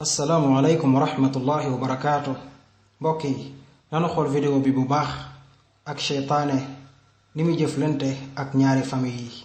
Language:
Wolof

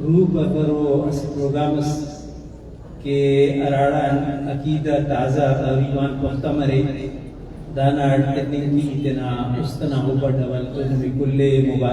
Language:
Brahui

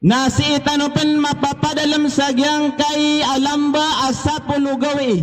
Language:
Maranao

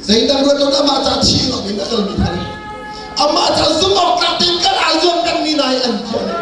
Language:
Hakha Chin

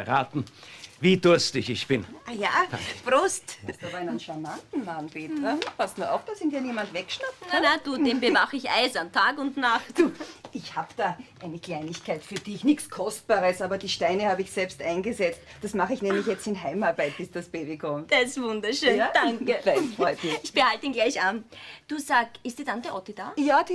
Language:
German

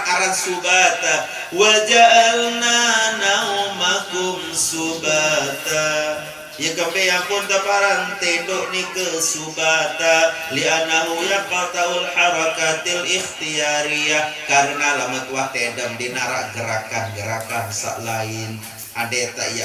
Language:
Sasak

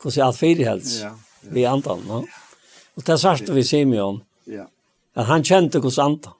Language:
Faroese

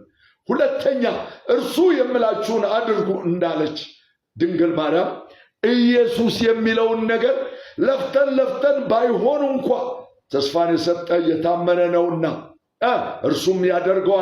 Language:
Amharic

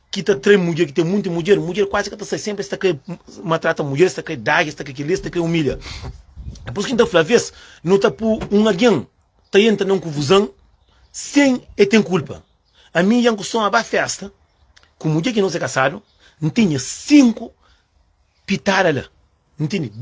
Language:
Kabuverdianu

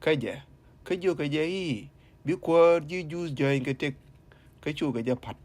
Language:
Nuer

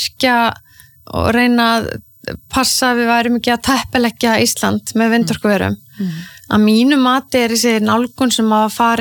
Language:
Icelandic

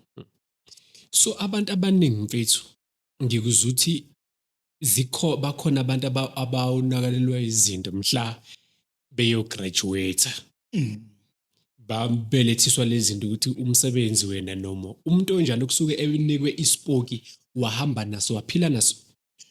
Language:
Zulu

